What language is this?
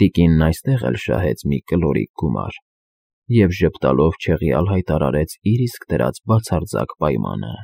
Armenian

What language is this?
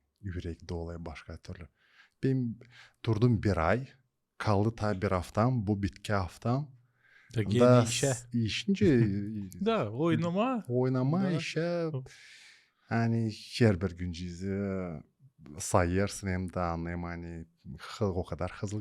Gagauz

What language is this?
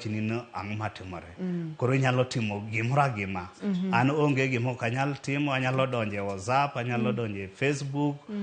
Luo (Kenya and Tanzania)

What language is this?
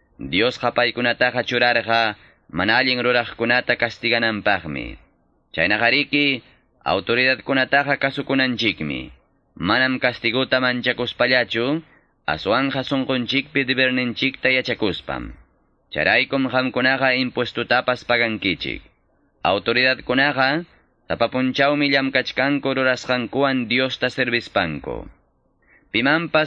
Quechua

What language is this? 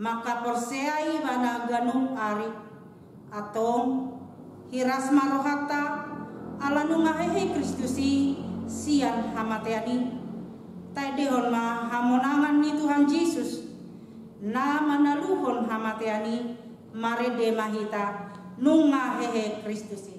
Batak Toba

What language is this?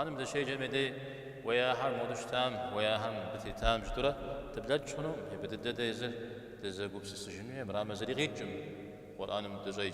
Kabardian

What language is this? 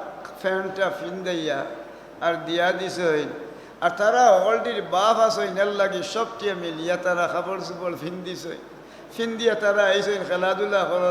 Sylheti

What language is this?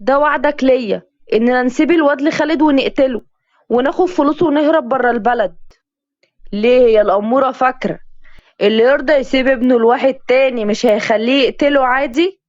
Egyptian Arabic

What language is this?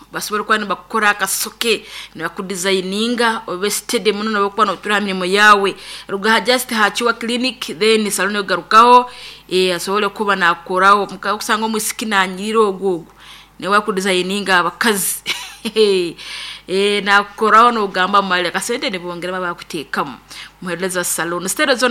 Nyoro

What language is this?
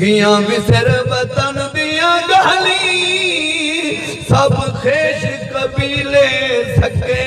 Saraiki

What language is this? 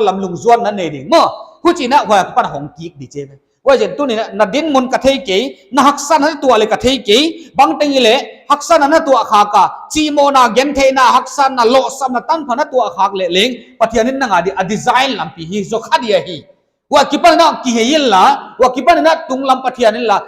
Paite Chin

